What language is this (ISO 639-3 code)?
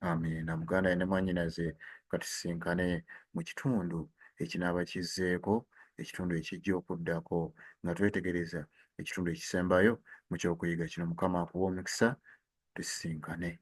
lug